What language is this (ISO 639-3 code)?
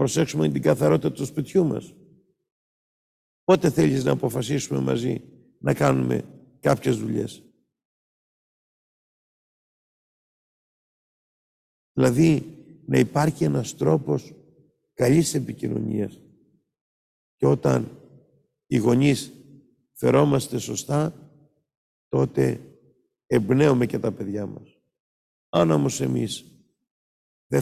ell